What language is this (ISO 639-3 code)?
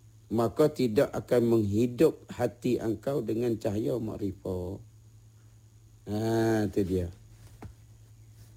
msa